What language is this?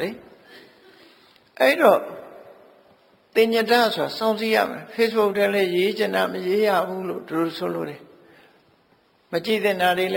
Burmese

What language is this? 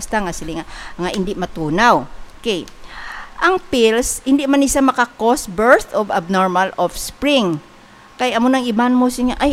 Hiligaynon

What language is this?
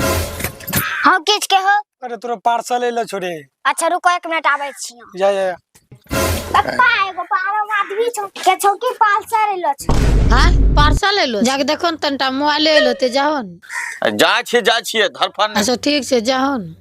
Angika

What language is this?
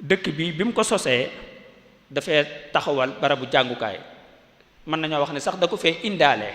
Wolof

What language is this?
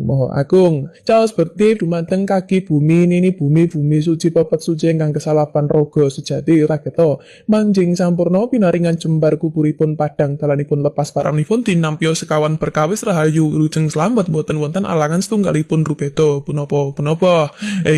Javanese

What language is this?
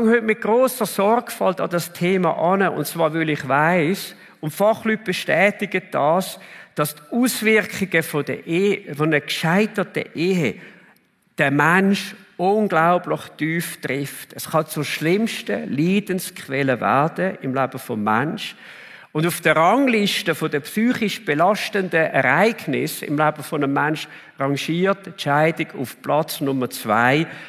Swiss German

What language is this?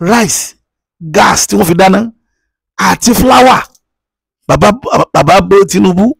Yoruba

